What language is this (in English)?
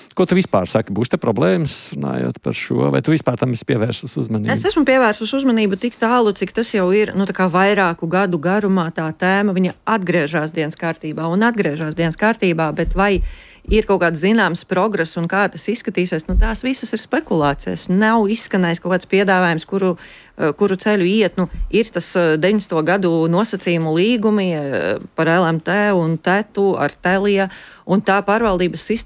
Latvian